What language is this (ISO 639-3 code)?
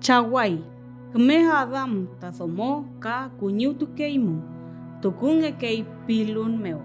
arn